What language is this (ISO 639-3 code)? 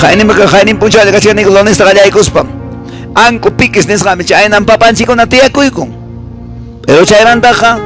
que